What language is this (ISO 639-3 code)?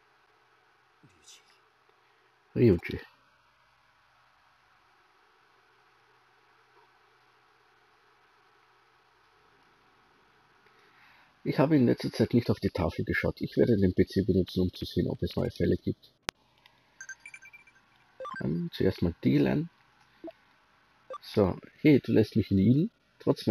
deu